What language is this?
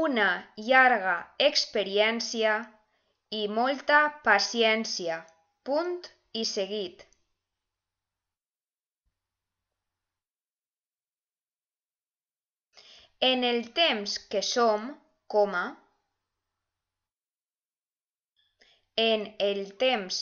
Catalan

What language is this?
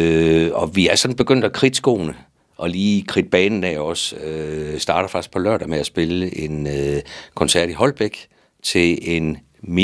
Danish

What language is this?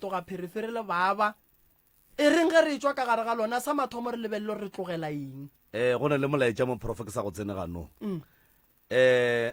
Northern Sotho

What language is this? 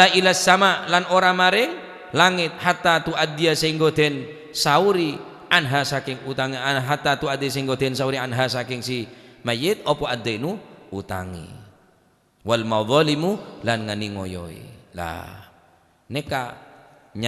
Madurese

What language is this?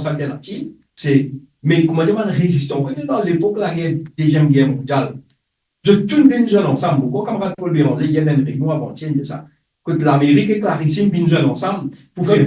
Morisyen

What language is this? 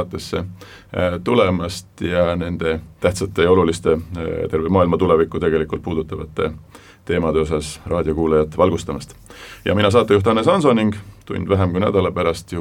Estonian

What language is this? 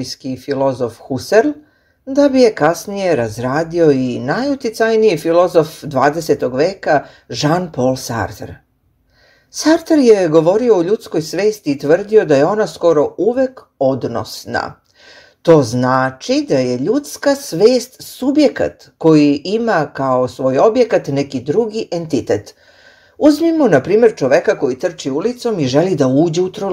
Serbian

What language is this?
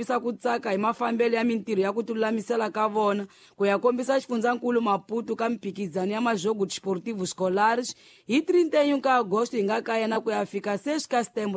Tsonga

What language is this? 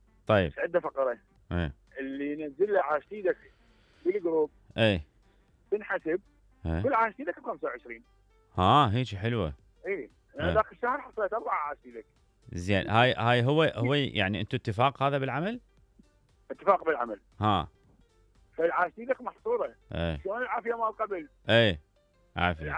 Mesopotamian Arabic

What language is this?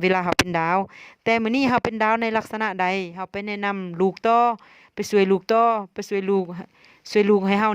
Lao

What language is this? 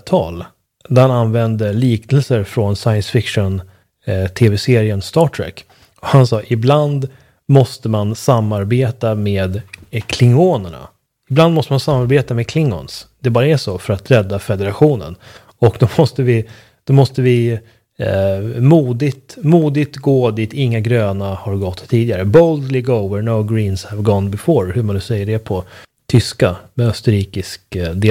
Swedish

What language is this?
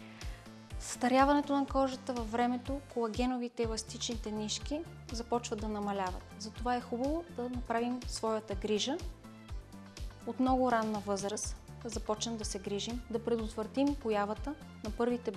Bulgarian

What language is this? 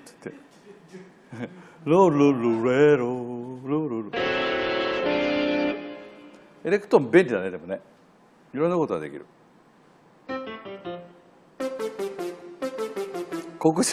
Japanese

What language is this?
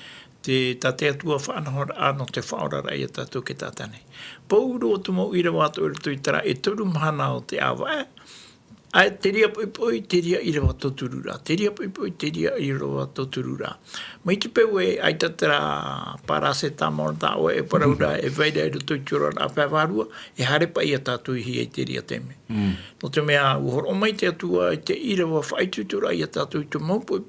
Tahitian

